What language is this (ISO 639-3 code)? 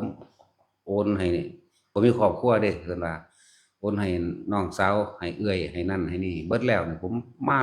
tts